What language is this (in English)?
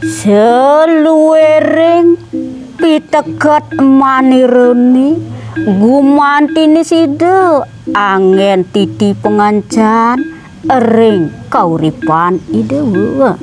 Balinese